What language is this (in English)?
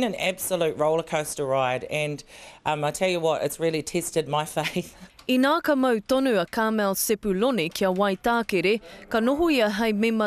Māori